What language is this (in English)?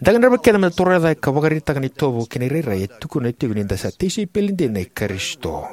Fijian